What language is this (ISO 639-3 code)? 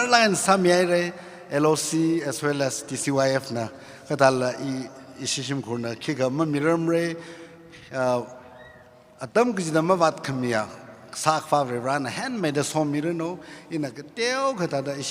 nmf